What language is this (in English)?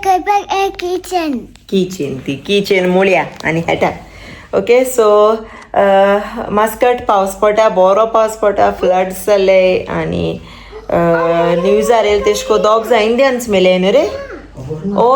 Konkani